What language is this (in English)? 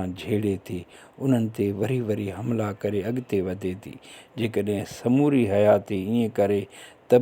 Sindhi